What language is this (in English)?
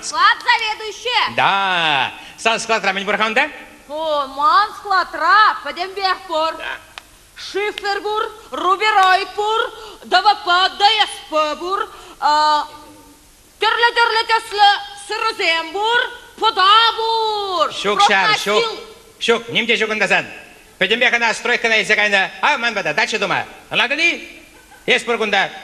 Chuvash